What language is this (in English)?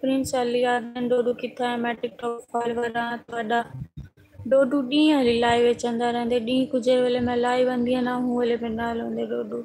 Saraiki